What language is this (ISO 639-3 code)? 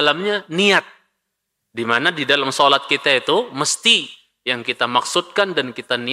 ind